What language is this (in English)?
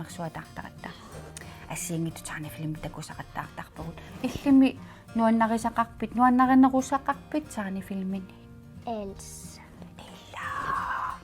Kalaallisut